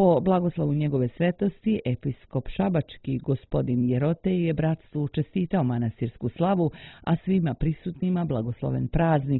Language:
Serbian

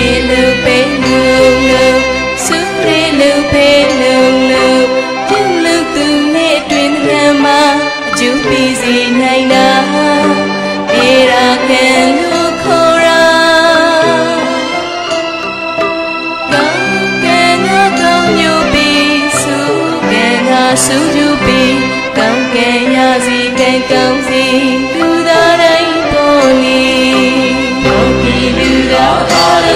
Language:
Burmese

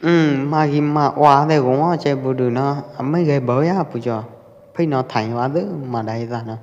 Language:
Pwo Eastern Karen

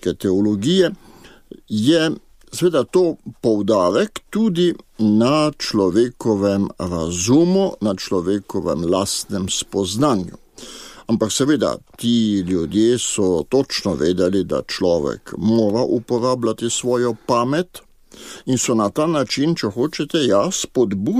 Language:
Slovenian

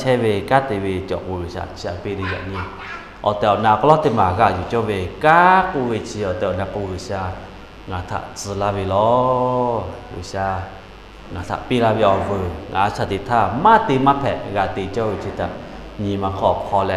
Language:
Lahu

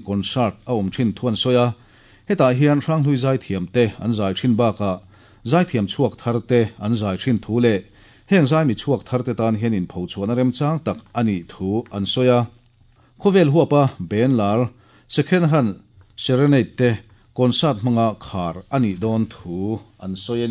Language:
Mizo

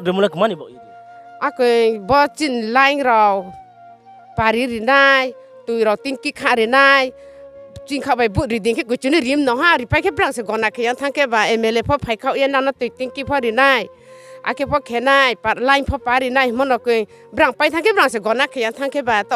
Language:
Riang (India)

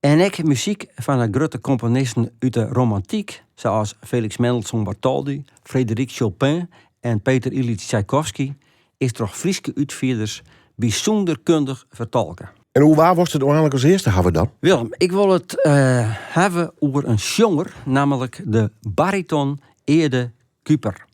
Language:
Western Frisian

